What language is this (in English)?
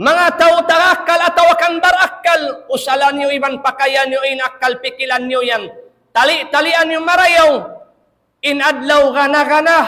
Tausug